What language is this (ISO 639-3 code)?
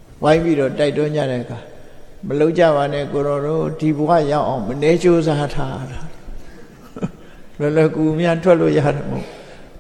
mya